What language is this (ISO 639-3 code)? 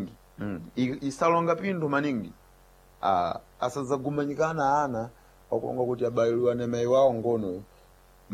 seh